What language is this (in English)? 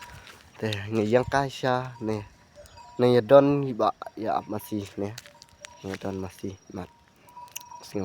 Khasi